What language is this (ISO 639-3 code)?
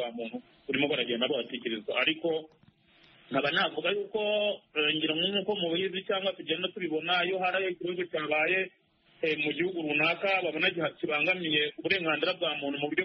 kin